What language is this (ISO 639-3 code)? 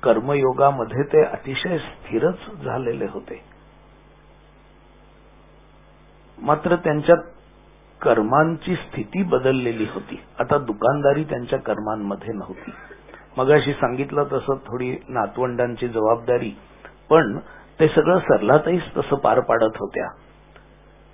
mar